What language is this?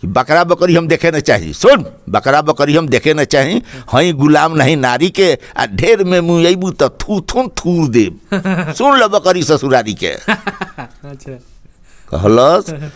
Bhojpuri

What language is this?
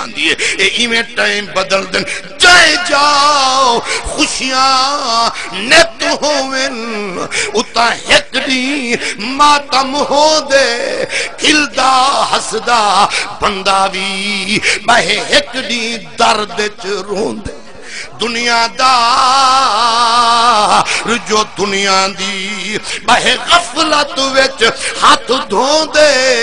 Saraiki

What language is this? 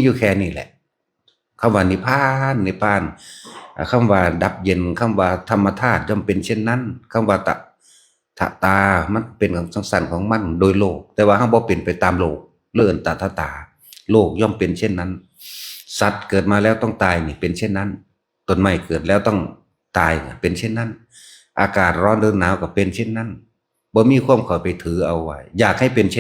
Northeastern Thai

